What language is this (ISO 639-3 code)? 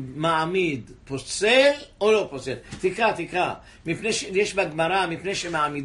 heb